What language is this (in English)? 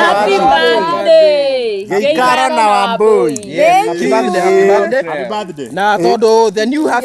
Kikuyu